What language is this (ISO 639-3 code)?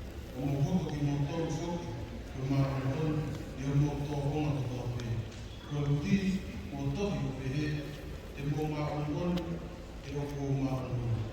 ton